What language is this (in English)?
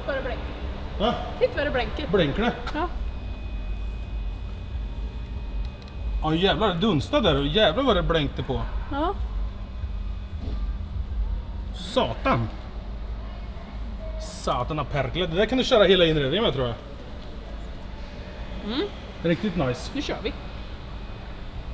Swedish